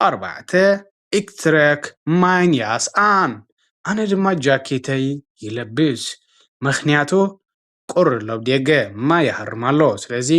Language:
Tigrinya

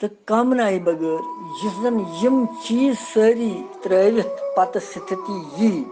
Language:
Kashmiri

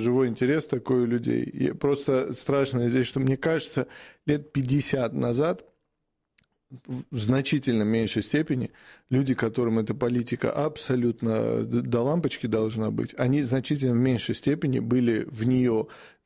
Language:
Russian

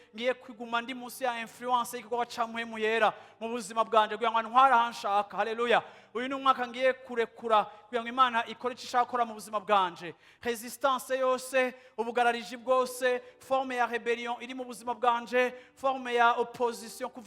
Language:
Rundi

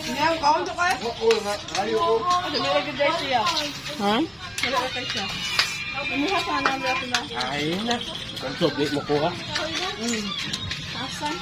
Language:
Cebuano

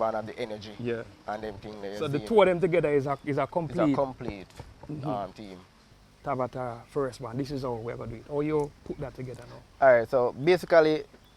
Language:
Jamaican Creole English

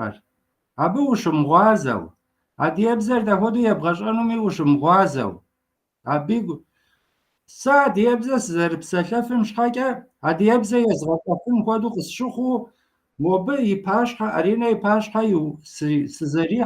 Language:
Kabardian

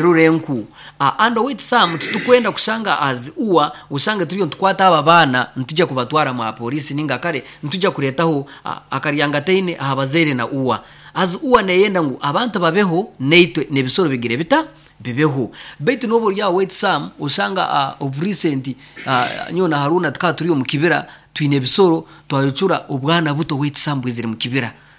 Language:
Nyoro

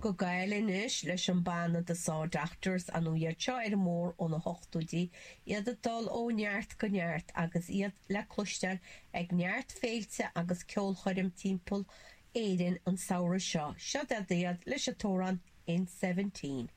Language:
Irish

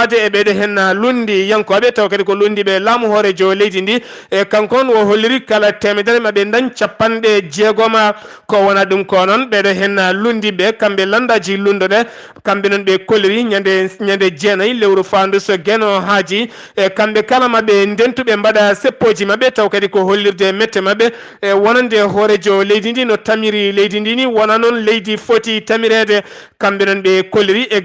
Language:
Fula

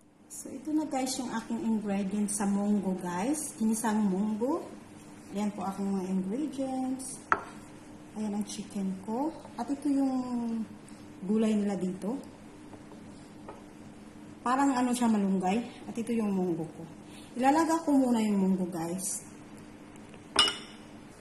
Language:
Filipino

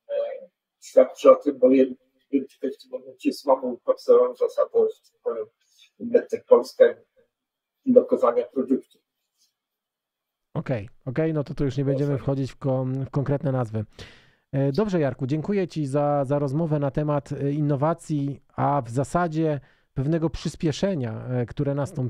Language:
Polish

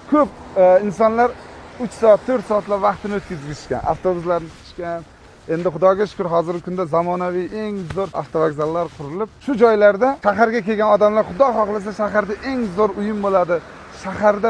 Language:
Uzbek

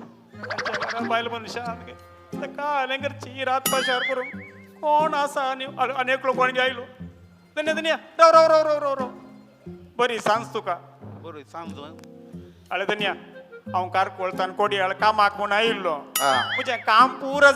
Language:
Konkani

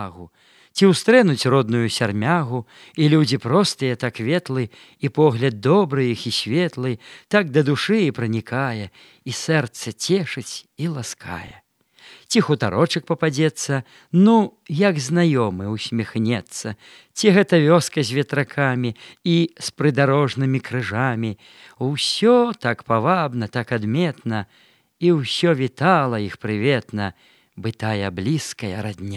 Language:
Belarusian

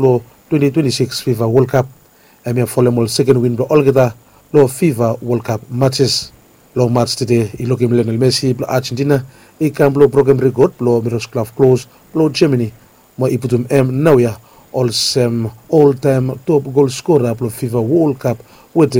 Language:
Bislama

